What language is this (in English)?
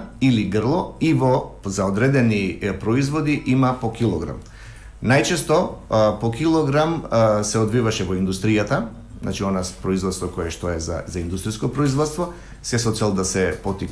Macedonian